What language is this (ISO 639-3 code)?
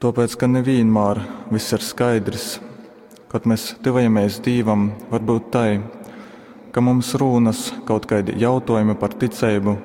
ltg